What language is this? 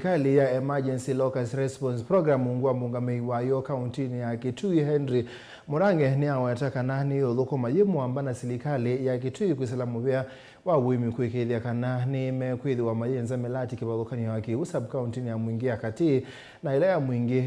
Kamba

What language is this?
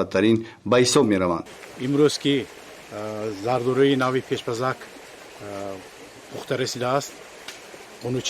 Tajik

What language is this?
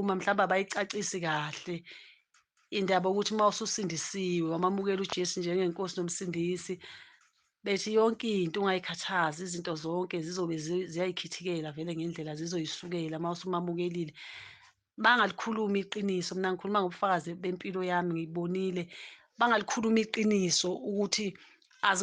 Zulu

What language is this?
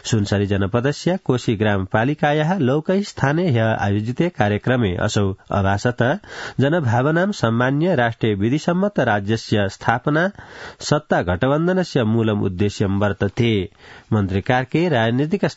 Sanskrit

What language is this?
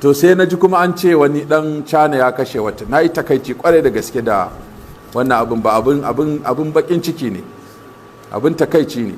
Hausa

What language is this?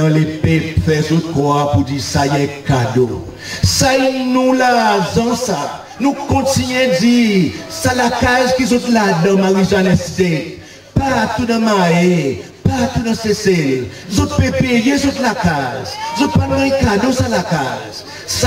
Seselwa Creole French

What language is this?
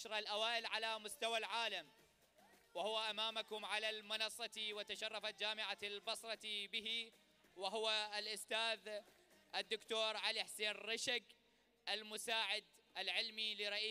Arabic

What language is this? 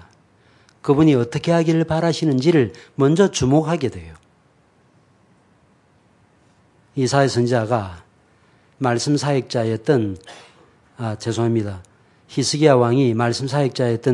Korean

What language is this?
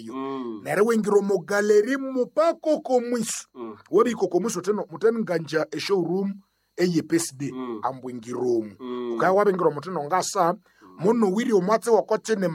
Nande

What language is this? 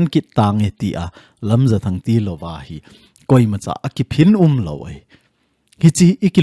Thado Chin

